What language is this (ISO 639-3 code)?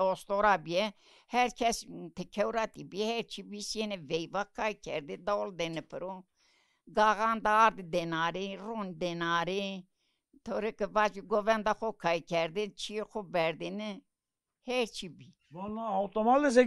zza